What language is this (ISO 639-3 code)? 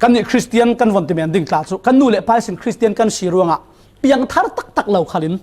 cfm